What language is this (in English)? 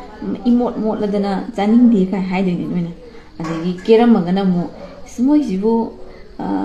Manipuri